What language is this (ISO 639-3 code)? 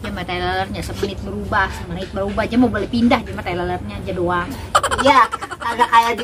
bew